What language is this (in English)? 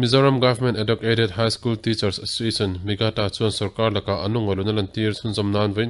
Mizo